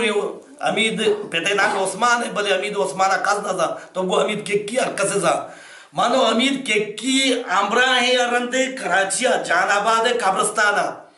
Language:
Baluchi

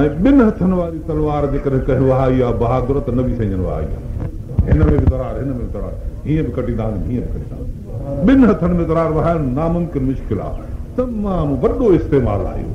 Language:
Sindhi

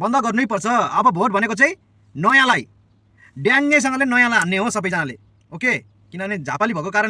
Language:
Nepali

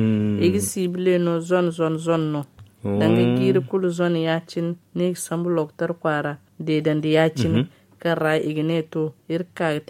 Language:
Zarma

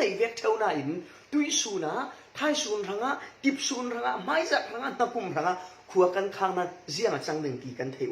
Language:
Falam Chin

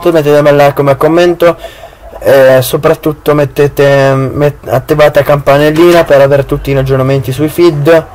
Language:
Italian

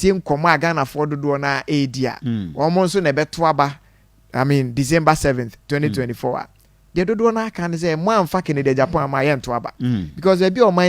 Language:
Akan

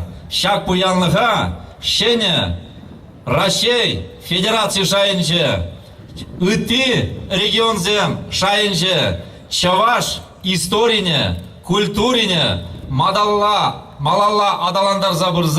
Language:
Chuvash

